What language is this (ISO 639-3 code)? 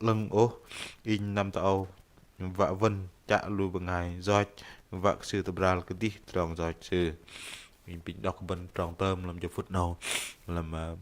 bdq